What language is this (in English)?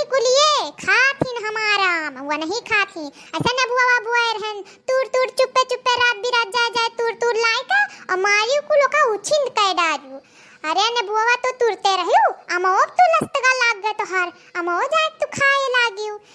Awadhi